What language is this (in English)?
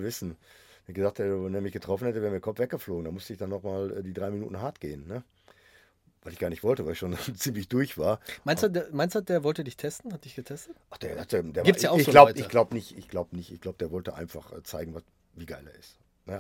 German